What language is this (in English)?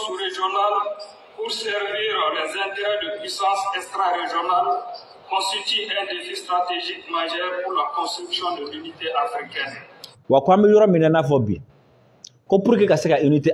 Bambara